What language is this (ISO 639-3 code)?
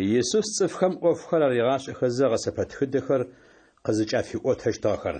ady